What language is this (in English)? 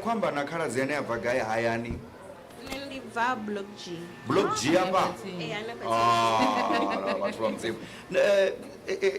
Venda